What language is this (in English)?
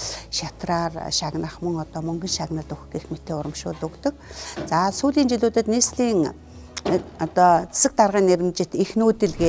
Mongolian